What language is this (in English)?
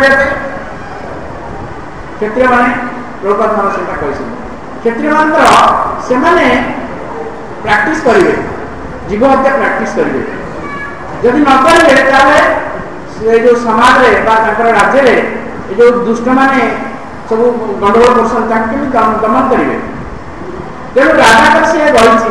Odia